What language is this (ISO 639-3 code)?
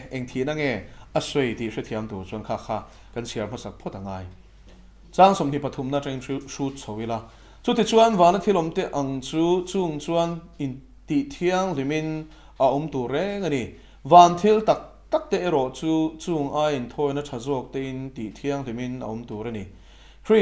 lus